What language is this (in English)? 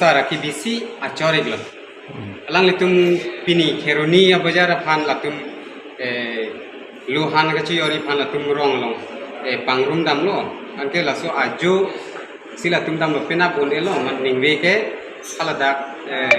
Karbi